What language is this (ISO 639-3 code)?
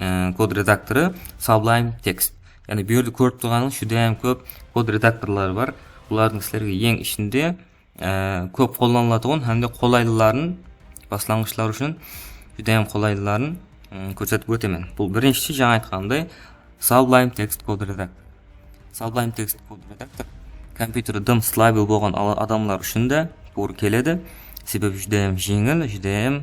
kaa